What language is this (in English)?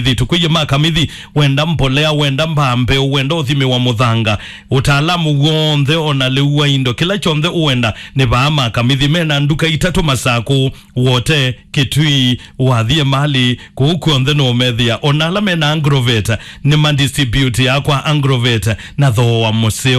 Kamba